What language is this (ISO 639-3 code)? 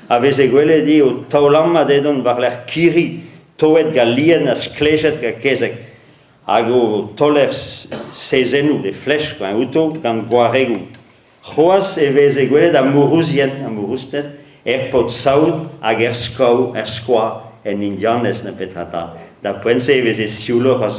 bre